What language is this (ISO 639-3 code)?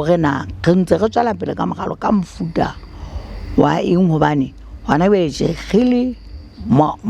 sot